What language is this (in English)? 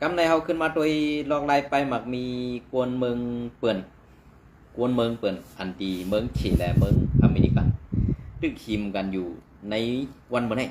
Shan